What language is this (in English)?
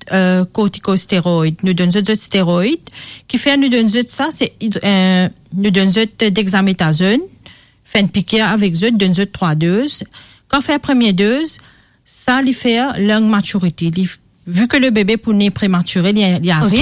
Morisyen